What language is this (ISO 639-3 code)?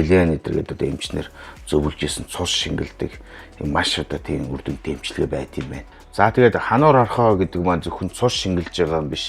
mon